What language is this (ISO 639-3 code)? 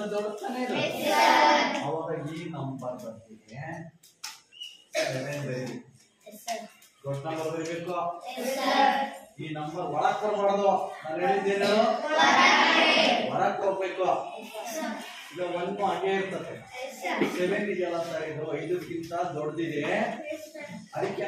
kan